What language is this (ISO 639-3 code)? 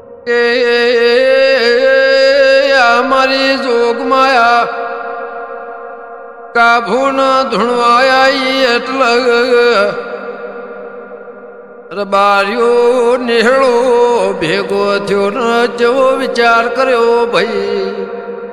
guj